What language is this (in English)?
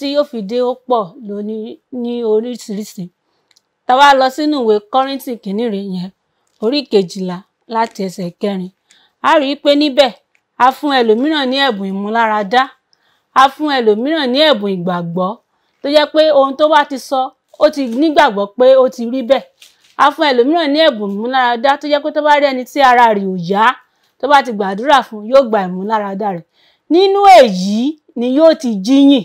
Yoruba